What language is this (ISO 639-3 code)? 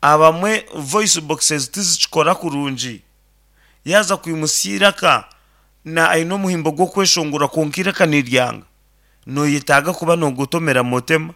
nyn